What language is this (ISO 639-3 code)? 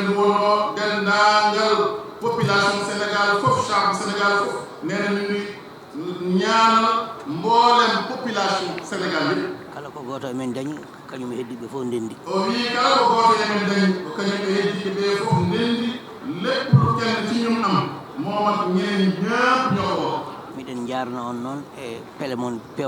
ful